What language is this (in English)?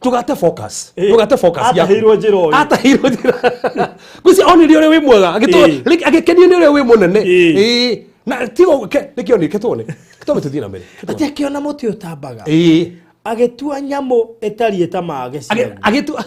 Kikuyu